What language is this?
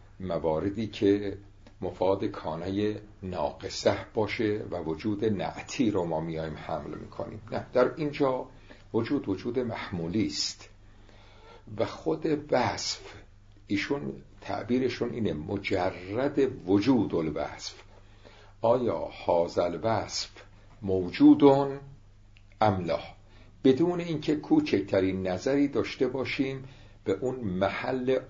Persian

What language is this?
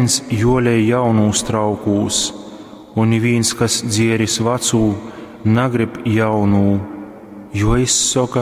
Latgalian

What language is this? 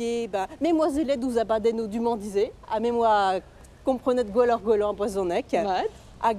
Breton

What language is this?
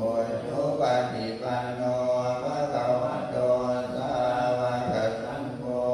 Pali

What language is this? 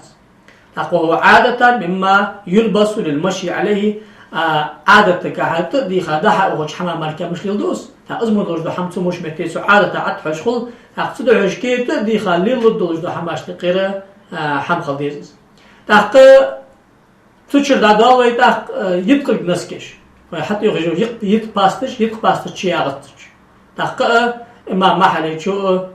Ingush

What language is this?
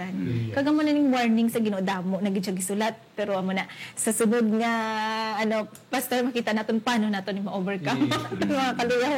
Hiligaynon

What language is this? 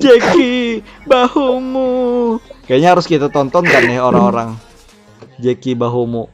Banjar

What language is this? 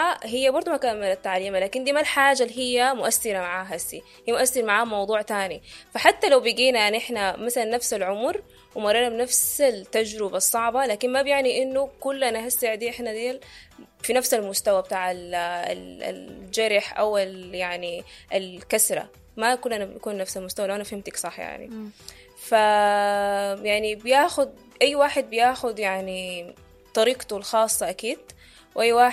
Sudanese Arabic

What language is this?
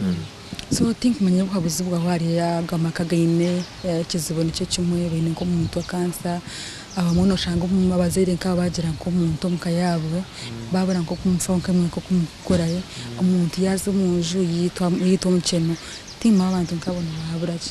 Nyankole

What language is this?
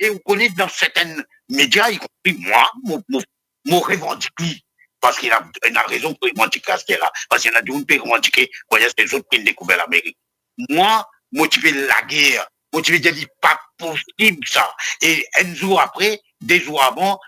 Morisyen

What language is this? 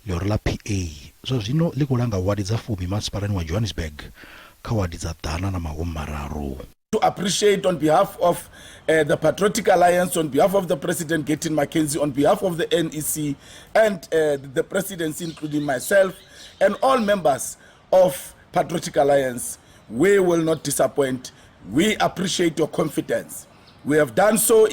Venda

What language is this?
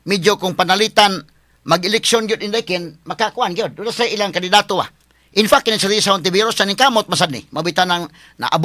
Cebuano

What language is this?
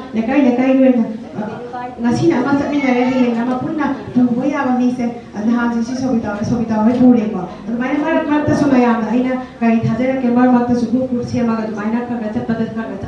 Manipuri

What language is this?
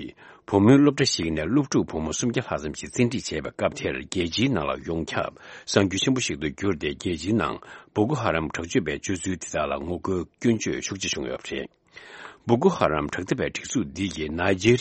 Tibetan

